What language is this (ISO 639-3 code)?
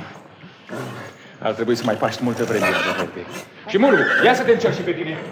ron